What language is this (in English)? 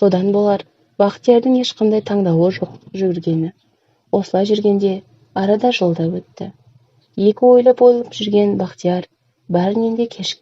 Kazakh